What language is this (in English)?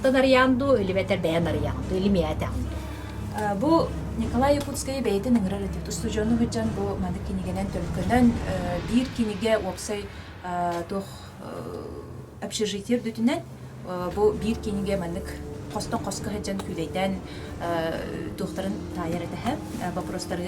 Yakut